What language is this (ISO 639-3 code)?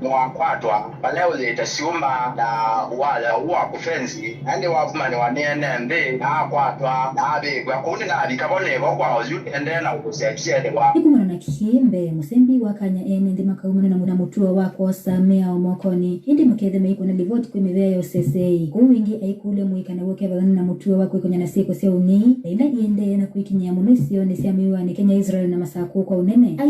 kam